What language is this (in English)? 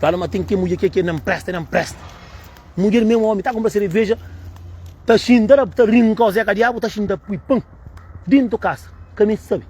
Kabuverdianu